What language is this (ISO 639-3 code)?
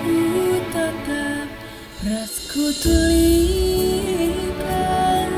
btx